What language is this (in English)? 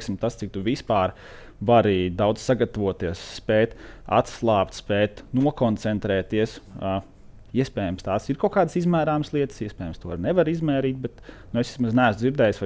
Latvian